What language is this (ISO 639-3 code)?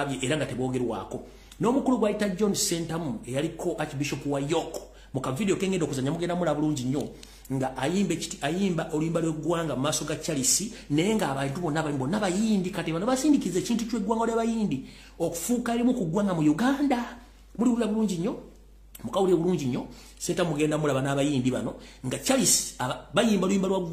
lug